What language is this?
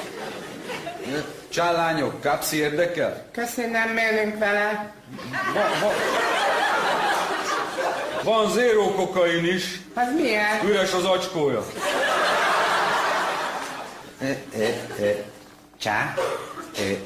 Hungarian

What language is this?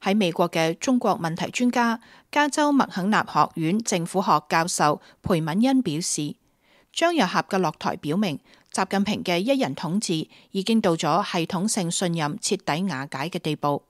Cantonese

